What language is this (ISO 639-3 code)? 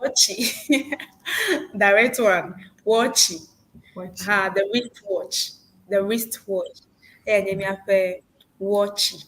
ewe